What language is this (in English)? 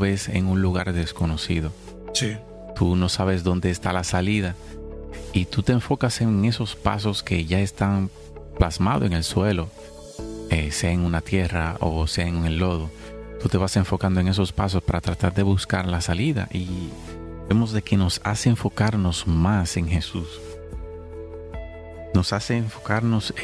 Spanish